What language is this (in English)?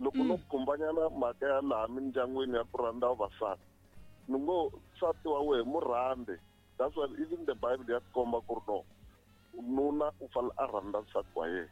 Tsonga